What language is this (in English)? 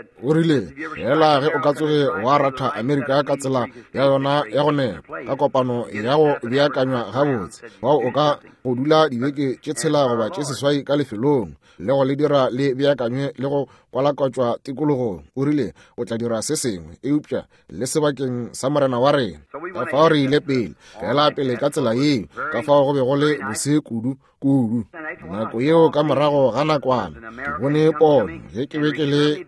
Northern Sotho